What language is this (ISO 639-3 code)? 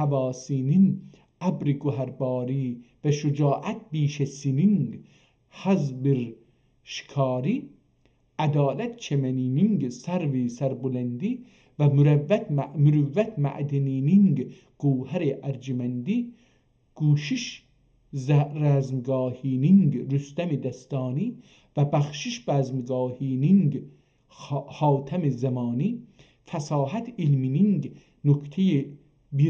azb